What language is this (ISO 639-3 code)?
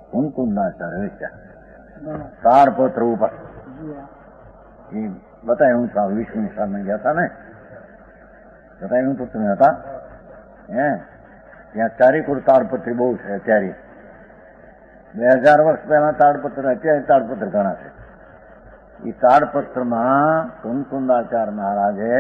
guj